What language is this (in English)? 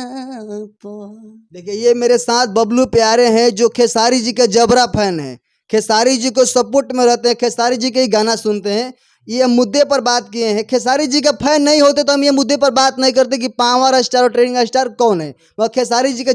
Bhojpuri